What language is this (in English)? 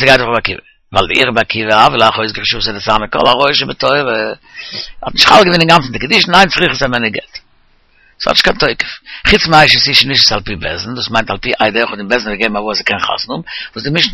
Yiddish